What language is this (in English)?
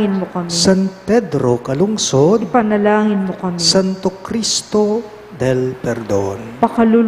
Pampanga